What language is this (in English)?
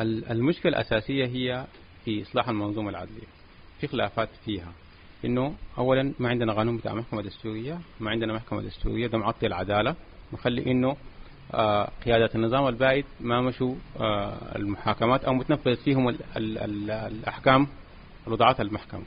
Sudanese Arabic